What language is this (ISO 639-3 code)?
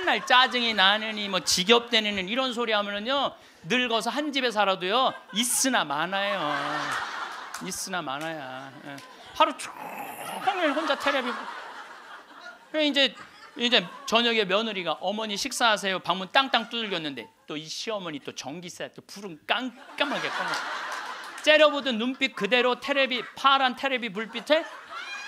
kor